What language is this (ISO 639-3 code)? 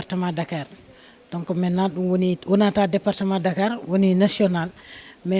ful